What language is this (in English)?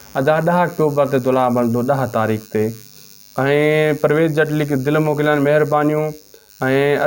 Sindhi